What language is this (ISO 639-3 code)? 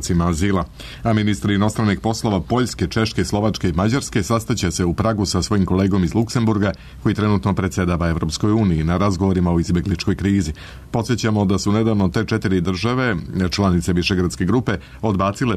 srp